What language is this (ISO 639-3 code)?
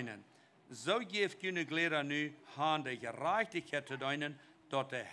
pdt